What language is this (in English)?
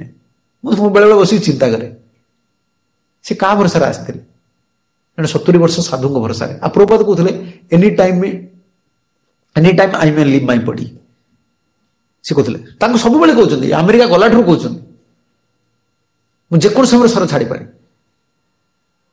Odia